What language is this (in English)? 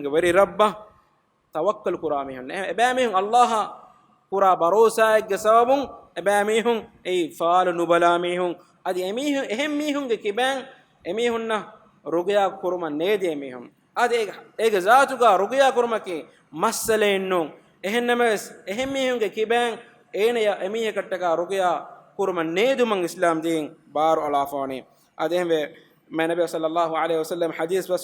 Divehi